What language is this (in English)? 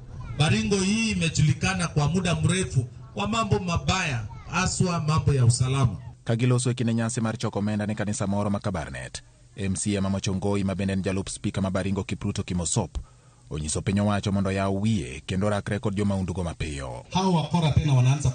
Luo (Kenya and Tanzania)